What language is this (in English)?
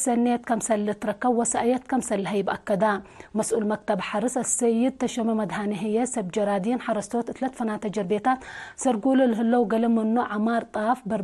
Tigre